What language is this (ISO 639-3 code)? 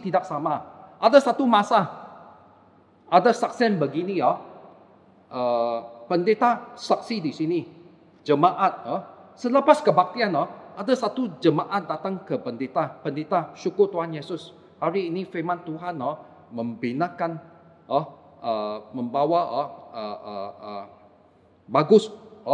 msa